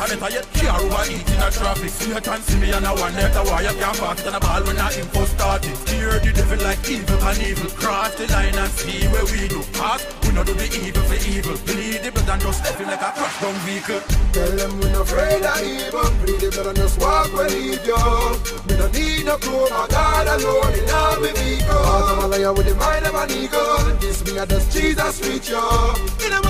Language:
Jamaican Creole English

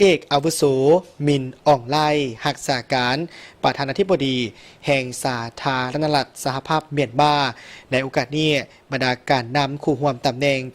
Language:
Lao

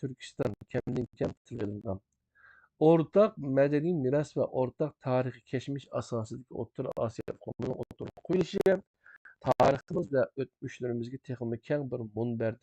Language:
Uyghur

